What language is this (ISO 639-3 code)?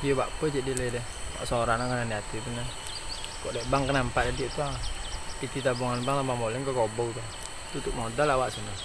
min